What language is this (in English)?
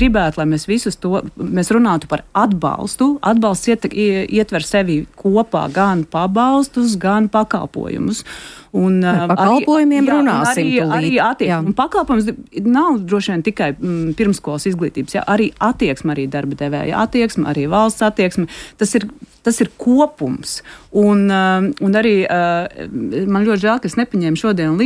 Latvian